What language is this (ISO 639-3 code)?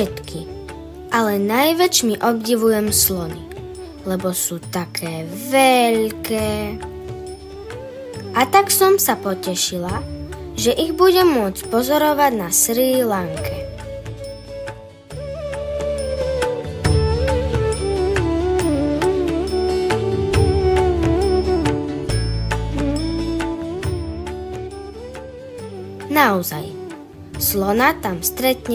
slk